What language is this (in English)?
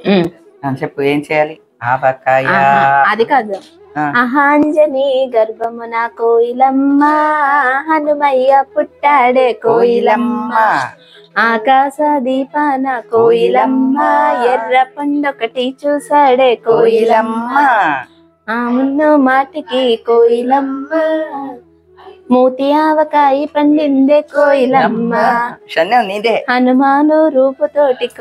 Telugu